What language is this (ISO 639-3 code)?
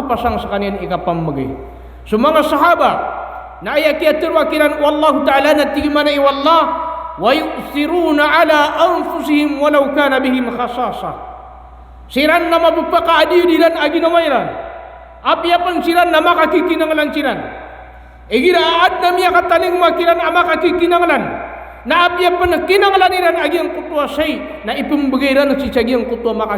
mrw